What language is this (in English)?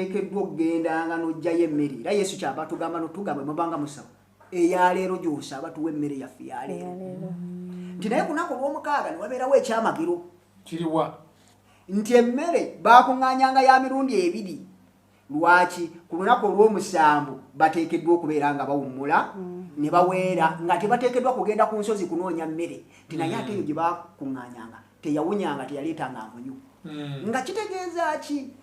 Ganda